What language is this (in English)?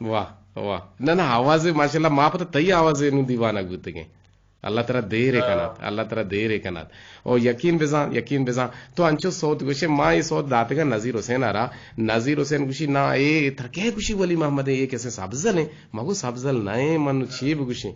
Eastern Balochi